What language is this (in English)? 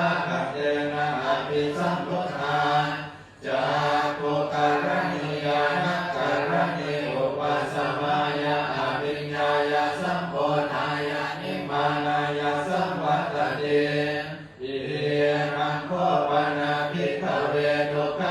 Pali